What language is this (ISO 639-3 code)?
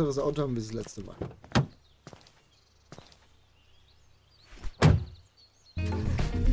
deu